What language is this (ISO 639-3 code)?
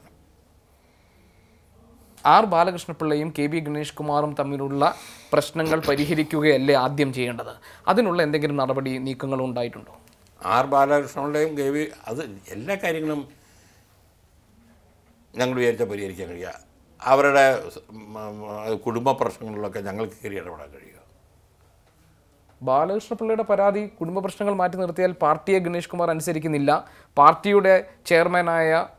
mal